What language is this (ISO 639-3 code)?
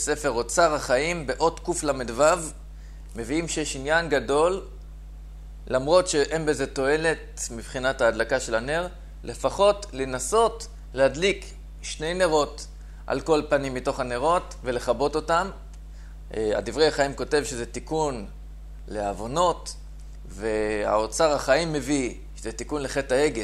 heb